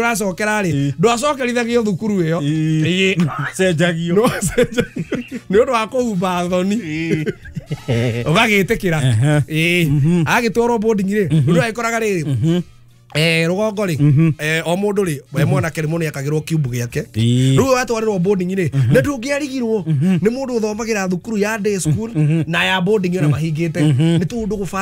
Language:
Kikuyu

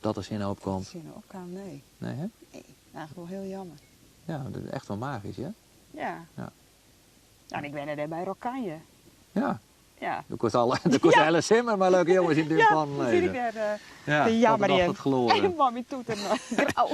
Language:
Western Frisian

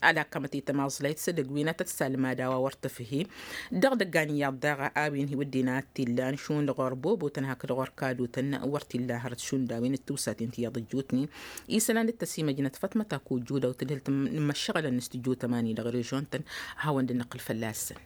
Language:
Tamasheq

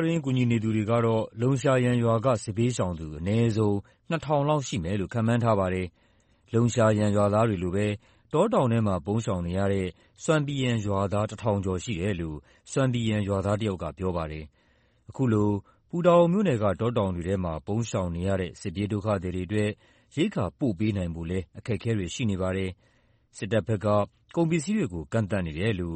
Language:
Burmese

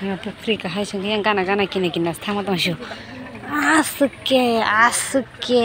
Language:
Kok Borok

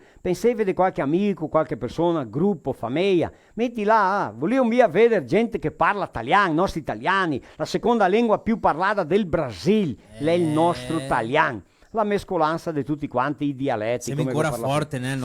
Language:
Venetian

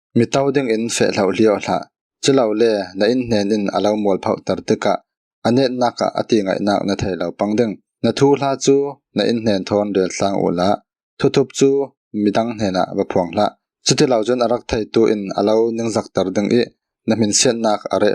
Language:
Falam Chin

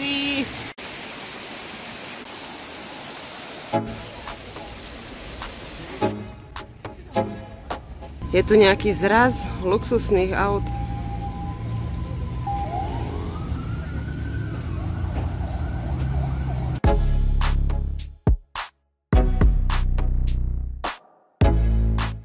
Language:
Slovak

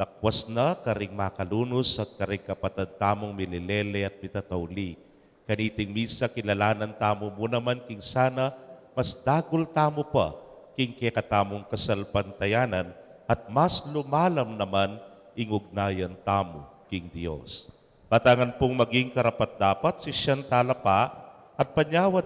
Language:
Pampanga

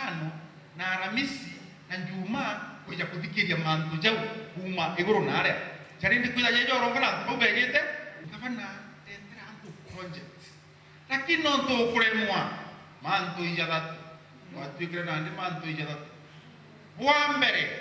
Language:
Meru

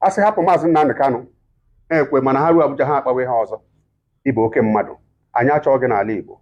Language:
Igbo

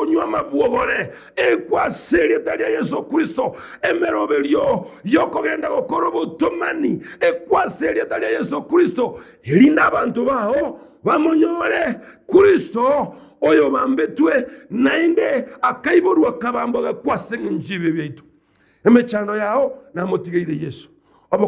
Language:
Gusii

